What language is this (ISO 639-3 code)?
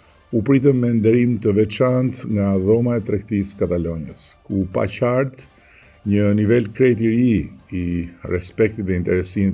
sqi